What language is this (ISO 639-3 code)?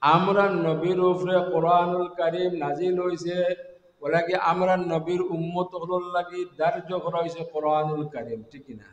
syl